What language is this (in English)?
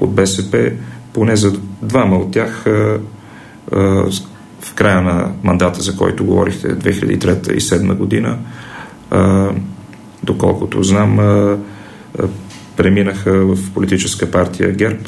Bulgarian